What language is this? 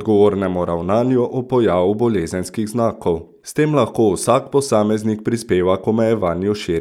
Slovenian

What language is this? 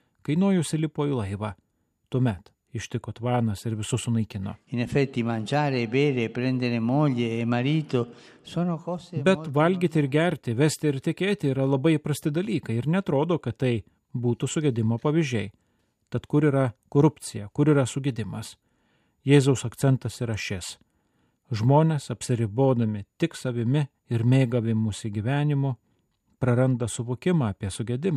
Lithuanian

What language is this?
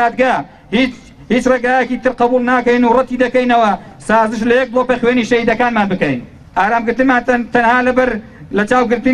Central Kurdish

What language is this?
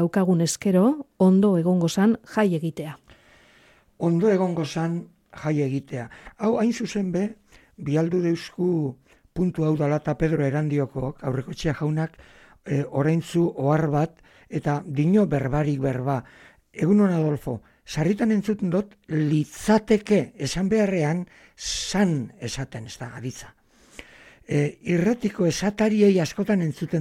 Basque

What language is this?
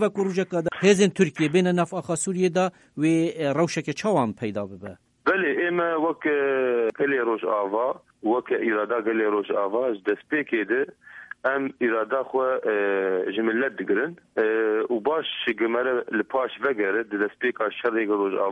Kurdish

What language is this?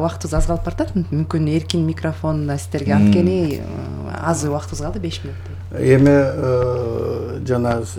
Kyrgyz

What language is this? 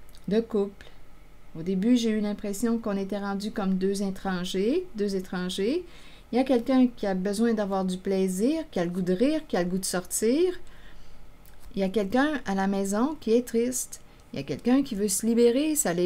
French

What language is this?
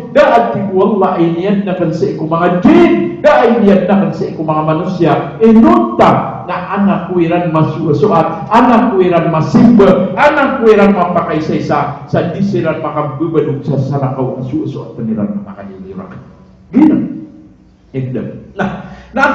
Maranao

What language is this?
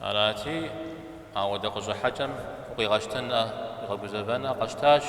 Kabardian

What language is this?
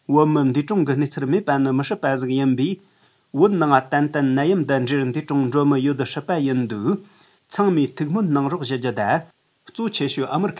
Tibetan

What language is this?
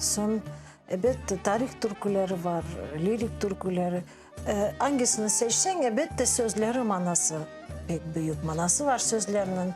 Crimean Tatar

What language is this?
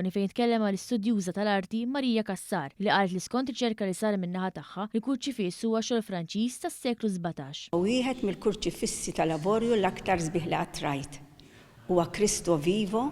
Maltese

